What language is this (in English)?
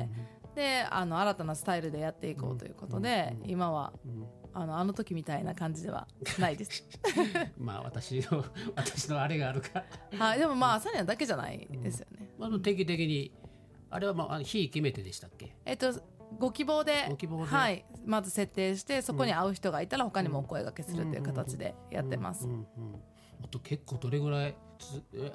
Japanese